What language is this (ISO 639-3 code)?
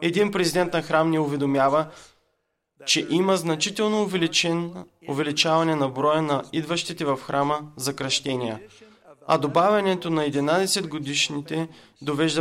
bul